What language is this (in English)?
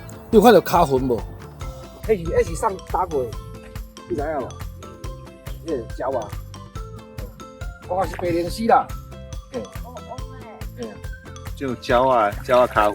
Min Nan Chinese